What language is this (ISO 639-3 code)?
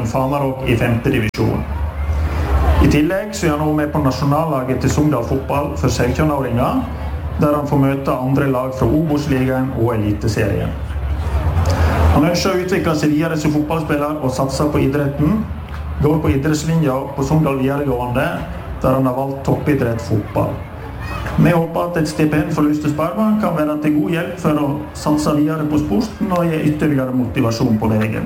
nor